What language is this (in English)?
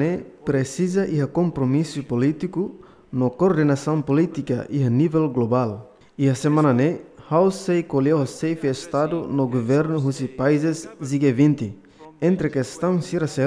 Tetum